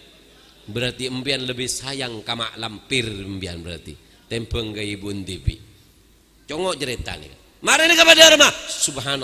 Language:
Madurese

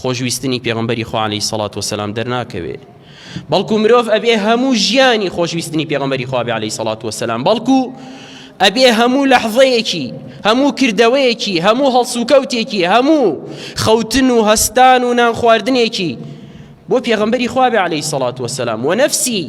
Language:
Central Kurdish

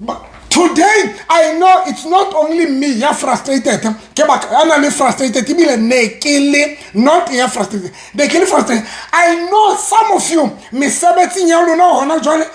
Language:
Southern Sotho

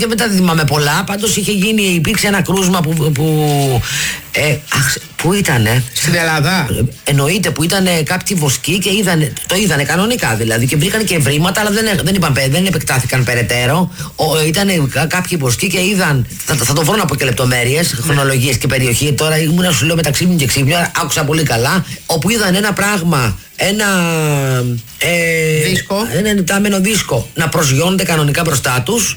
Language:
Greek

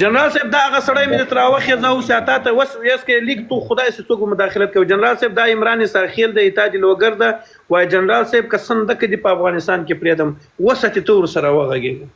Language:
Pashto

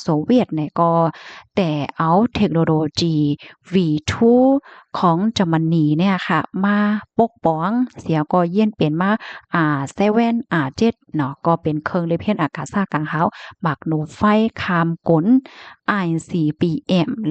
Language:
Shan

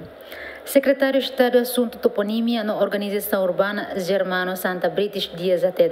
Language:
Tetum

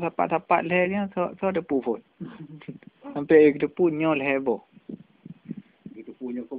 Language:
Malay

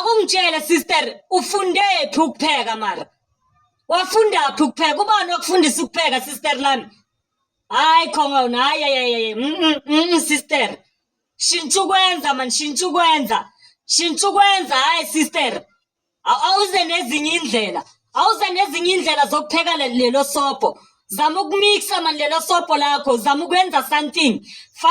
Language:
Zulu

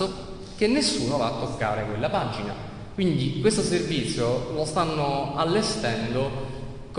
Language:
Italian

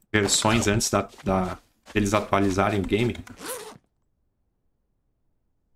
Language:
Portuguese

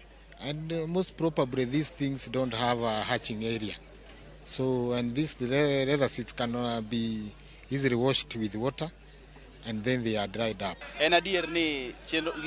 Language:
Luo (Kenya and Tanzania)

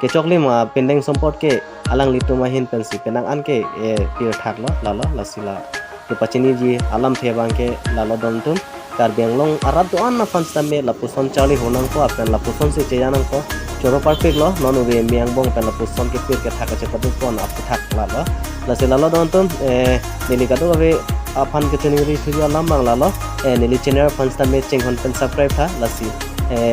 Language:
Karbi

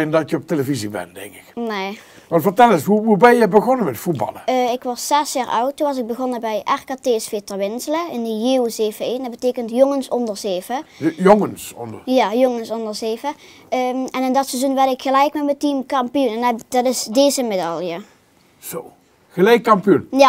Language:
Limburgish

